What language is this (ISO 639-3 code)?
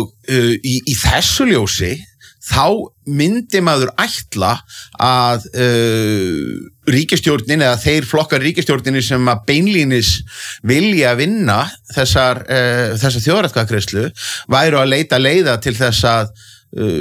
isl